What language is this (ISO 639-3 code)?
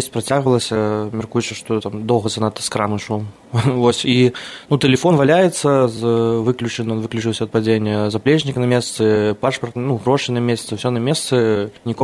bel